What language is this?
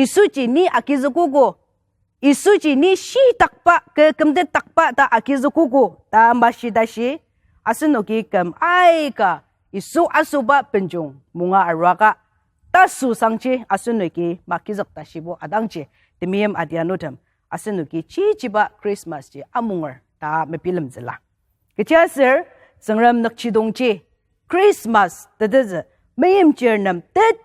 Ao Naga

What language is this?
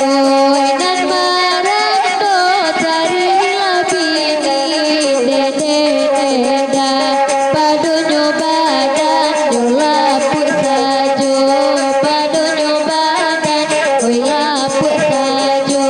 Minangkabau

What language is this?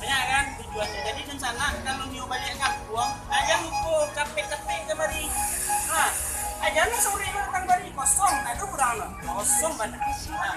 Minangkabau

